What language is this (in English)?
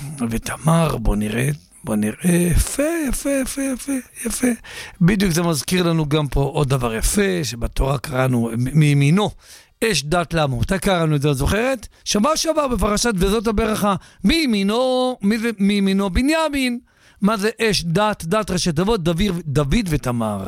Hebrew